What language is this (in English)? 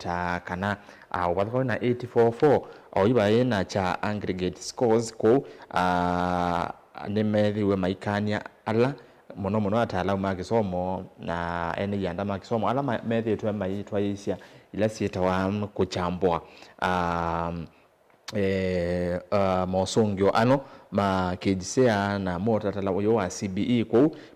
Kamba